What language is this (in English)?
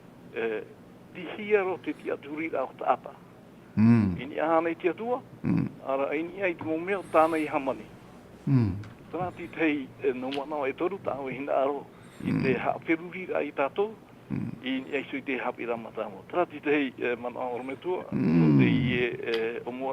Tahitian